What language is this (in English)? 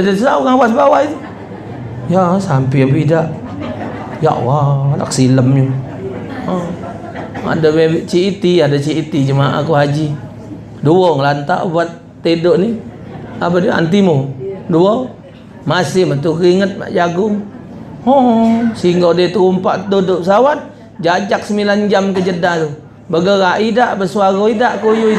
Musi